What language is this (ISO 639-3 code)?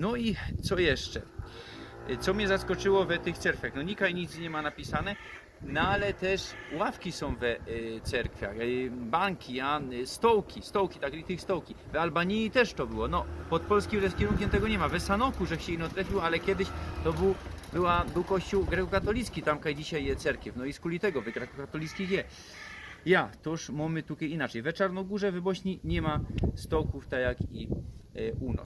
szl